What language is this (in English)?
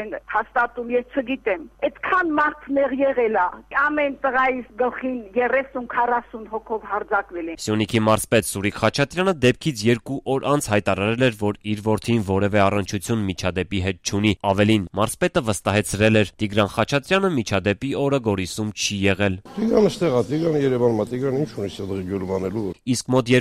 Armenian